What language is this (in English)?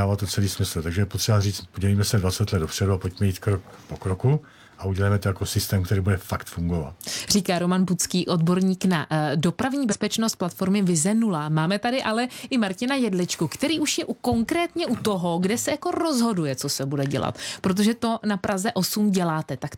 Czech